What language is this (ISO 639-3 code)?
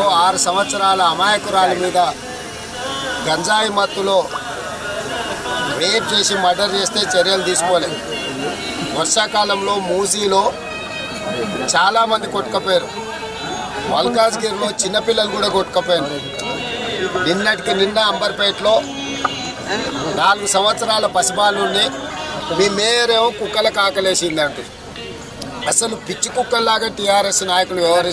tel